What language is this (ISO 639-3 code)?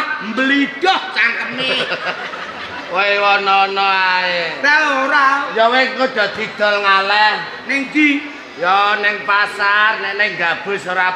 jav